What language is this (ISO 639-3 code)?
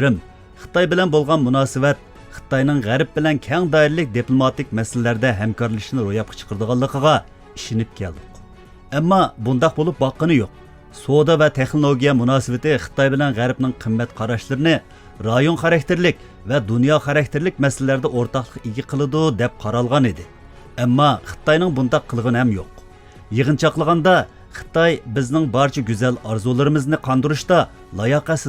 uig